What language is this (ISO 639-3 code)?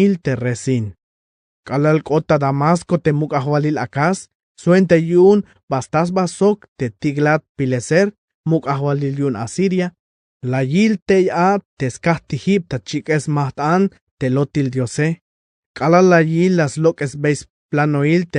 tzh